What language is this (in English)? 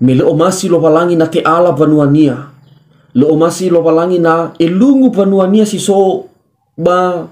Nias